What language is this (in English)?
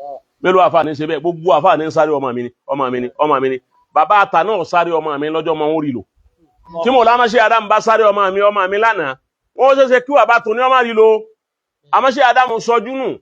Yoruba